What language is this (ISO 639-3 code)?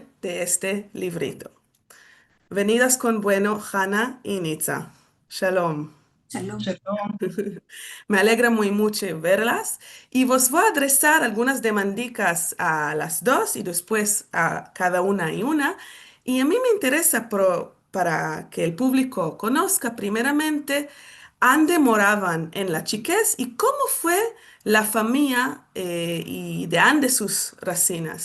lad